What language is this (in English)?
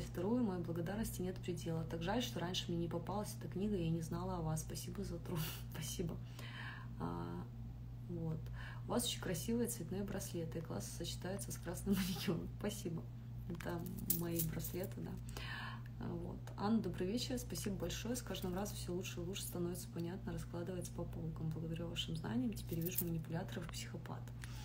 Russian